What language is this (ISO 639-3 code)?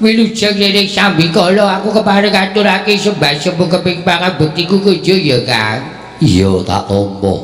jav